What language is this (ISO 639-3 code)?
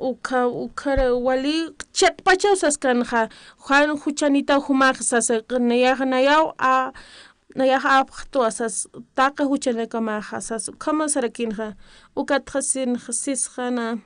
aym